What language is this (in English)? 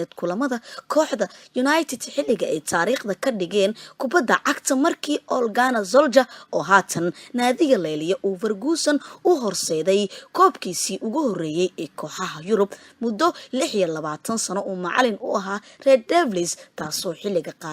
Somali